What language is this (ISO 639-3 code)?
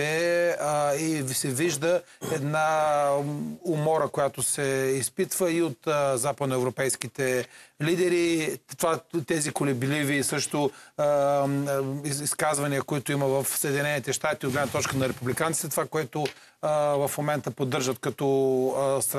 bul